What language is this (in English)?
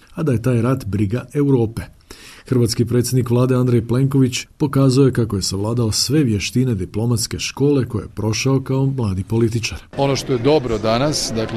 Croatian